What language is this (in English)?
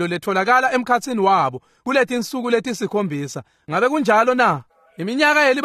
Swati